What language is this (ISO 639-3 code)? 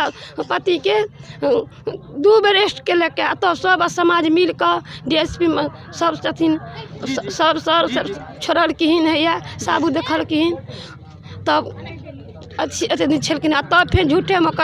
mai